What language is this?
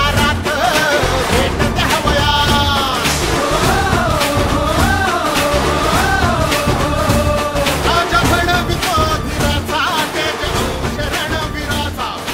Marathi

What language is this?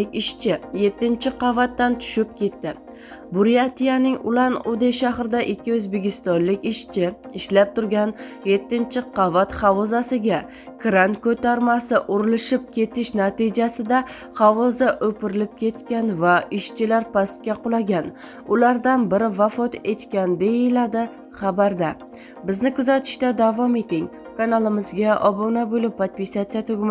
Uzbek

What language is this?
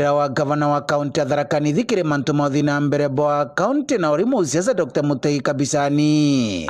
Meru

